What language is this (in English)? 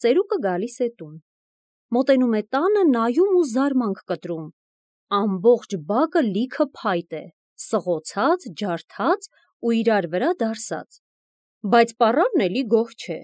Armenian